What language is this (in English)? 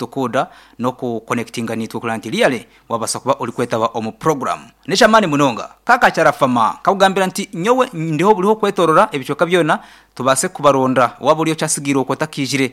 Nyankole